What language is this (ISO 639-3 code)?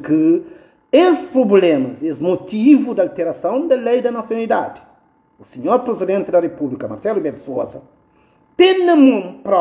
kea